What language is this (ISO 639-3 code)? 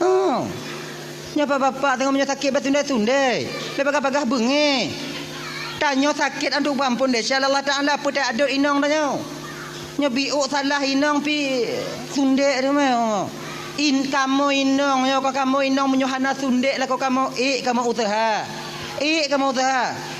ace